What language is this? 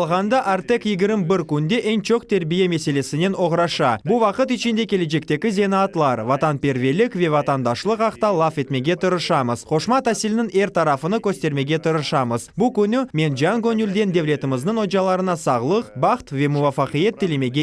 Crimean Tatar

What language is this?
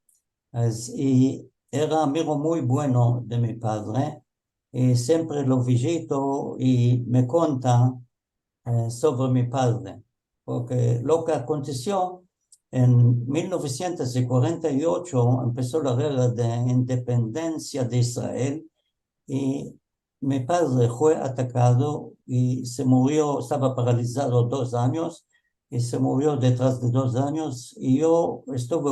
Ladino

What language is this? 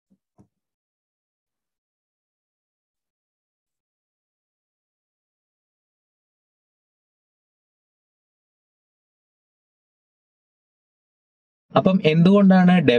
Malayalam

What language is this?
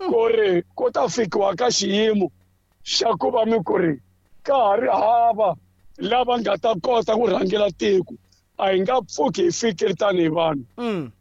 Tsonga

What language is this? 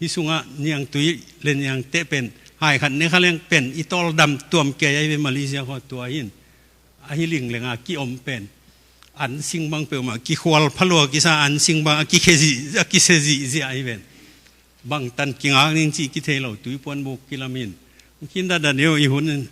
Tedim Chin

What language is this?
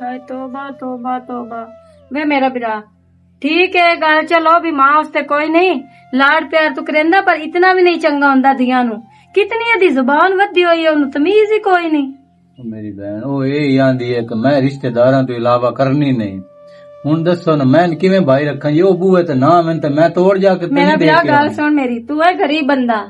Western Panjabi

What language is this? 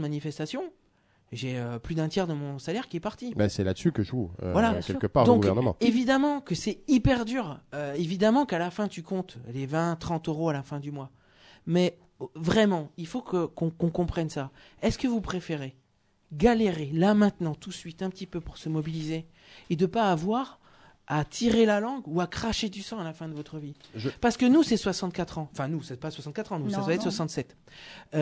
French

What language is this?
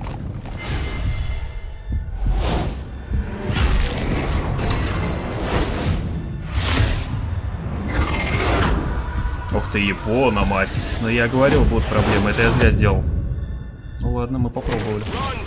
Russian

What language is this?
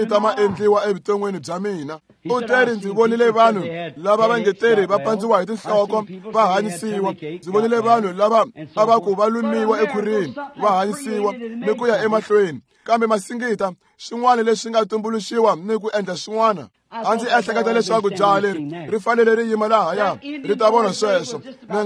Tsonga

